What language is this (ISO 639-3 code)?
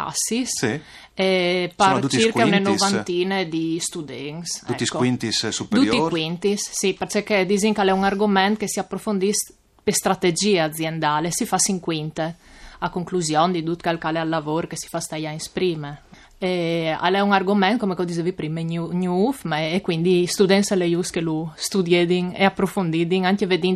fur